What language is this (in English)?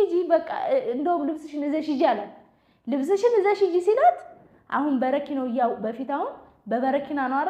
Amharic